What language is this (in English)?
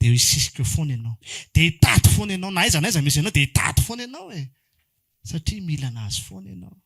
Malagasy